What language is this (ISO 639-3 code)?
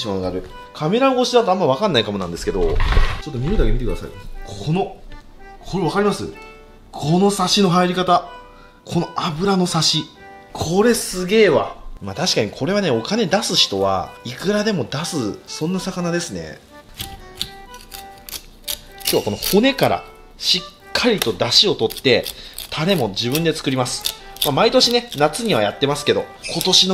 jpn